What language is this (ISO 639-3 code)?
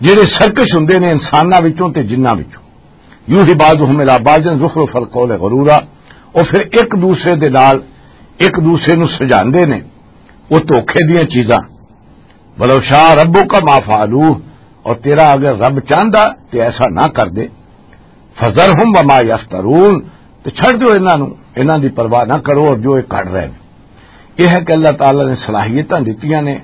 lah